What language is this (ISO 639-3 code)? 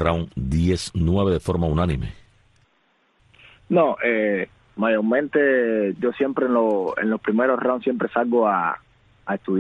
spa